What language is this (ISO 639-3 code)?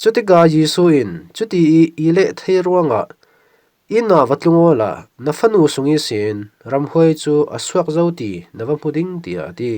cfm